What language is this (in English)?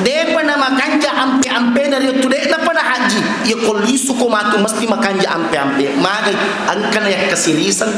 Buginese